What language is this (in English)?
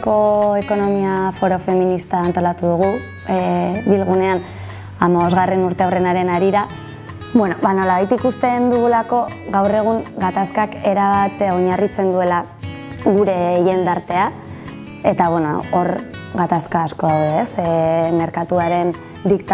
Basque